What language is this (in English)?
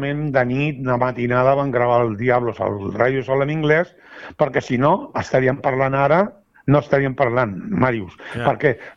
Catalan